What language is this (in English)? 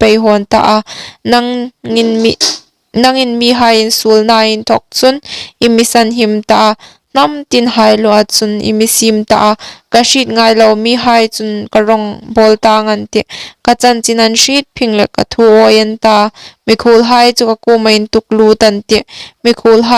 Hmar